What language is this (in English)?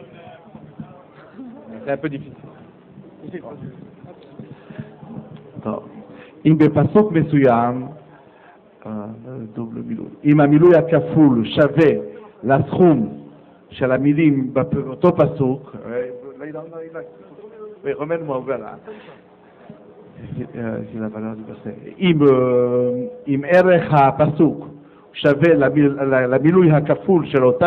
Hebrew